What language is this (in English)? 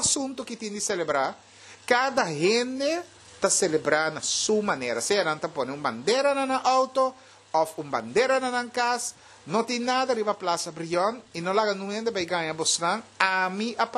Papiamento